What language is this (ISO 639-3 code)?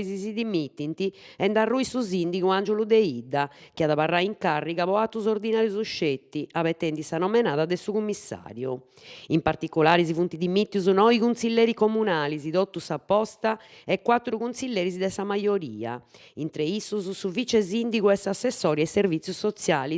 srd